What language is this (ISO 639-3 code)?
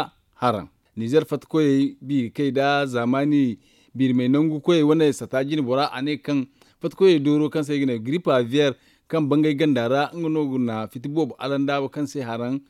dje